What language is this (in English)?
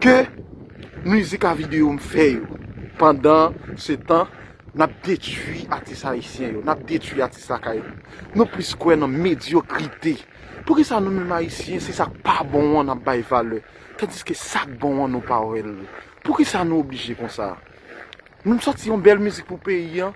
Haitian Creole